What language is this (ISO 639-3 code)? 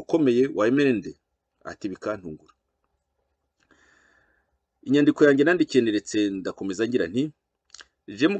kin